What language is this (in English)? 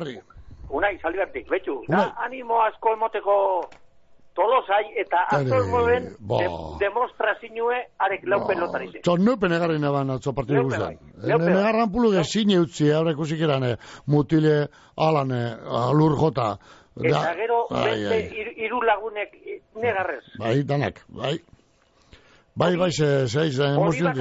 Basque